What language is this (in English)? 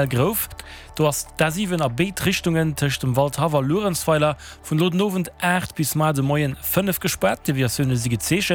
Luxembourgish